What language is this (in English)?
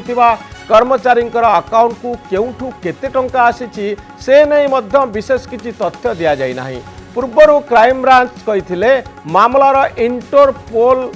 Odia